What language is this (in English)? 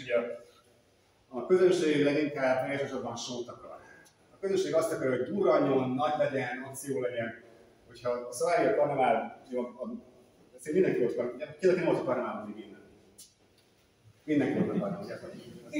Hungarian